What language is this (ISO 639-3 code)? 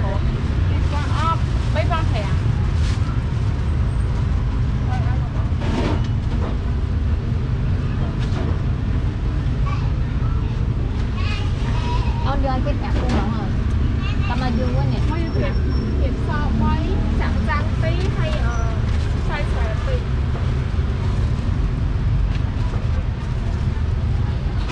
vie